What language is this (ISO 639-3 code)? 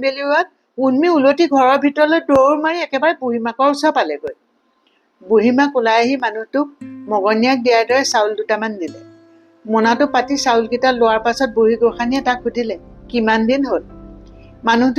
asm